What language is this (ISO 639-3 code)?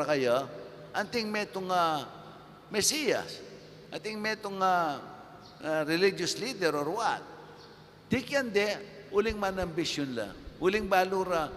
pam